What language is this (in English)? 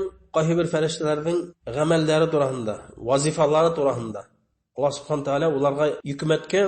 Bashkir